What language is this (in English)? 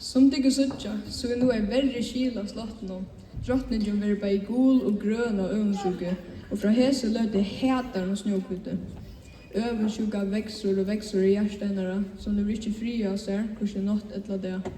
Faroese